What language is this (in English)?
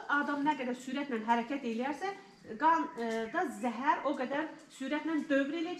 Azerbaijani